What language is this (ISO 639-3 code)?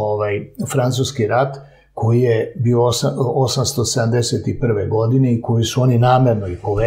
srp